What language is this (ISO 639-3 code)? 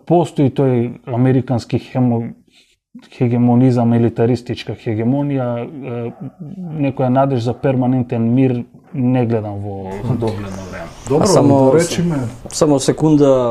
mkd